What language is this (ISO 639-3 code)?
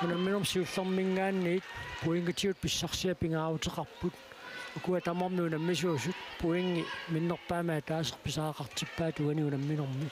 kal